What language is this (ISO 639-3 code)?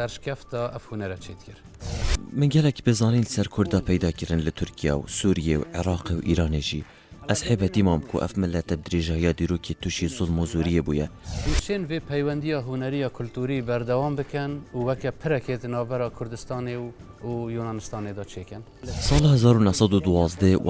kur